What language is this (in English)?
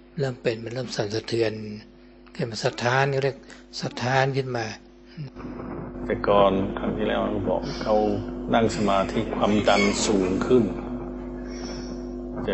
Thai